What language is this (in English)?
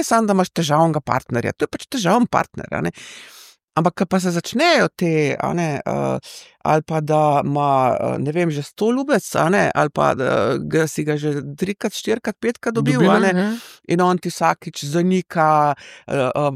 Slovenian